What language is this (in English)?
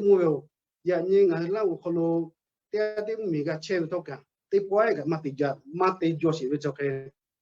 Lahu